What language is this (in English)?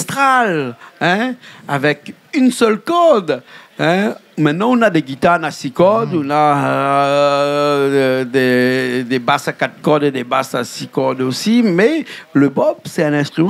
Réunion Creole French